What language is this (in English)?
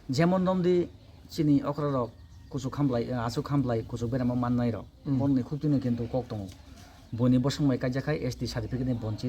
Kok Borok